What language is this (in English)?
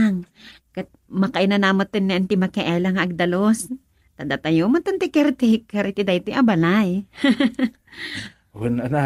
Iloko